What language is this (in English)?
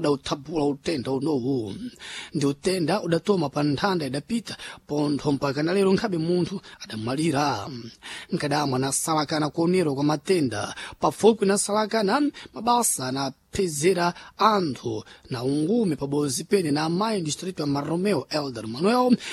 Sena